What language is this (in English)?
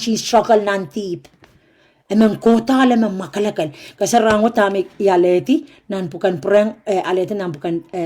Pohnpeian